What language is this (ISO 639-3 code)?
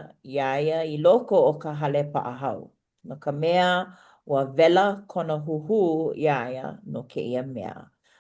haw